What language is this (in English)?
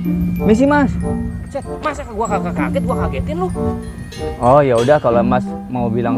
Betawi